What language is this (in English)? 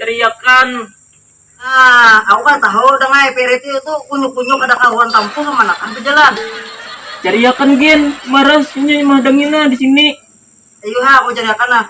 Banjar